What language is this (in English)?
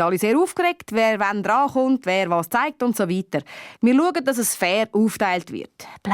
Swiss German